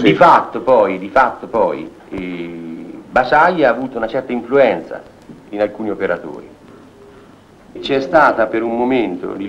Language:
Italian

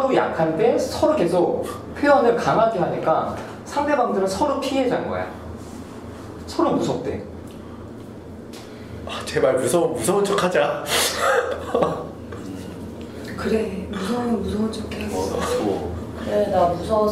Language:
Korean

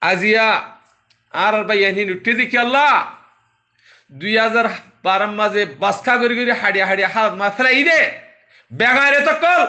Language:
Rohingya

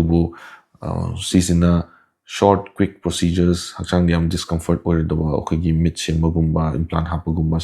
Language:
Manipuri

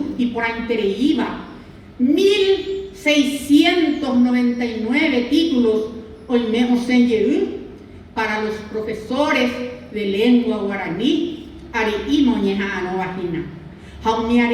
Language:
Guarani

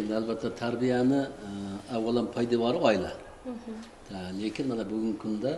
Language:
Uzbek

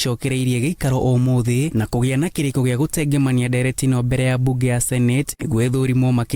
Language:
Kikuyu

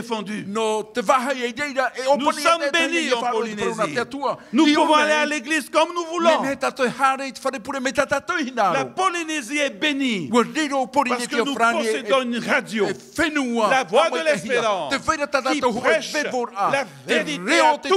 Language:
Tahitian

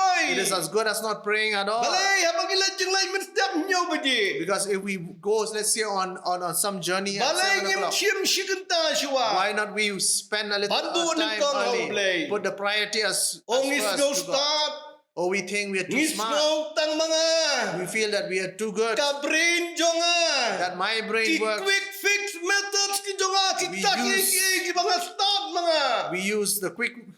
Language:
Khasi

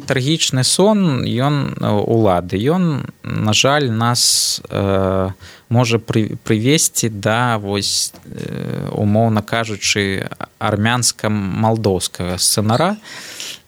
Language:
Belarusian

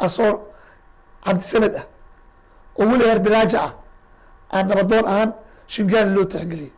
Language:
Somali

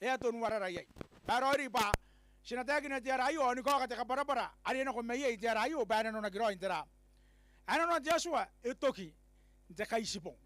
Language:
Gilbertese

